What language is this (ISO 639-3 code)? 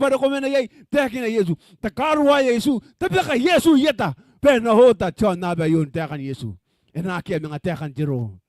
gil